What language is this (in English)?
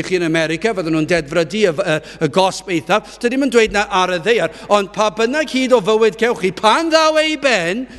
Welsh